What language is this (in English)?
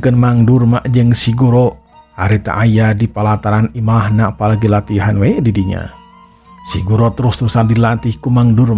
Sundanese